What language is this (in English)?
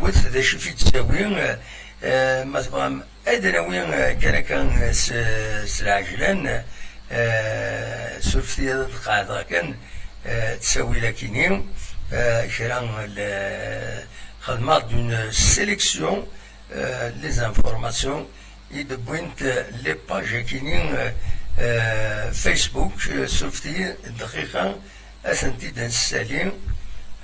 Kabyle